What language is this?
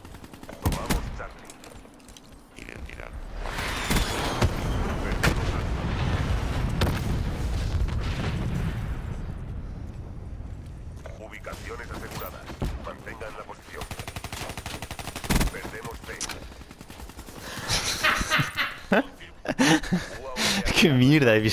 Spanish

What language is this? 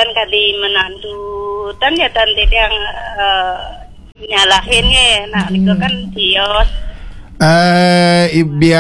Balinese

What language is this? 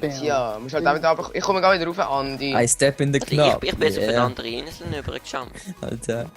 Swiss German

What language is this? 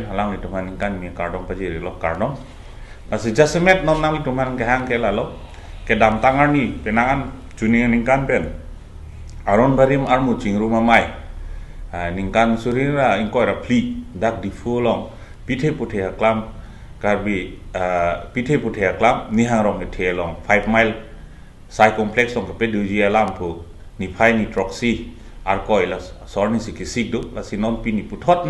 Karbi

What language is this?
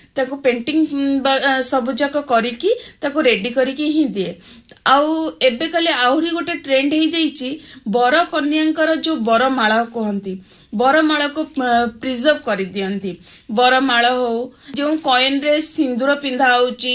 Odia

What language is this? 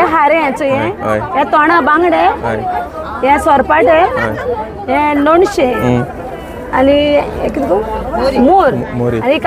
Konkani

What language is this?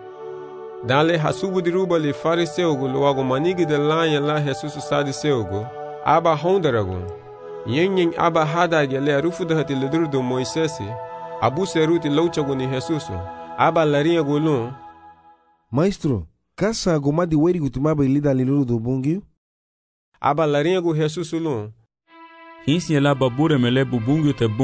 Garifuna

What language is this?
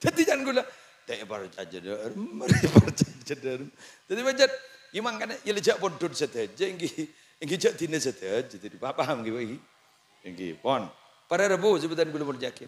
Madurese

